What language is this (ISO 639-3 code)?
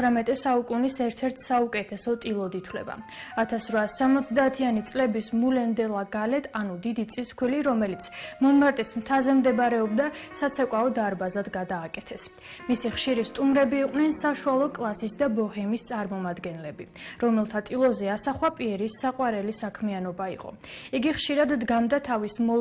kat